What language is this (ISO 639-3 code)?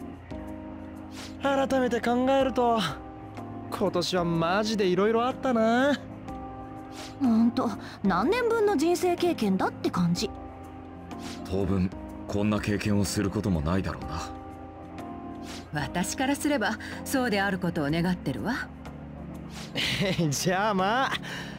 jpn